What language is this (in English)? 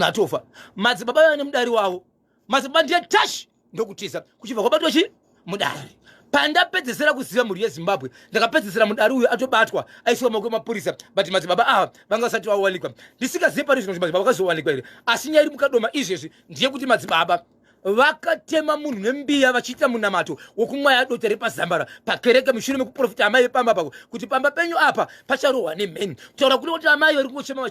Shona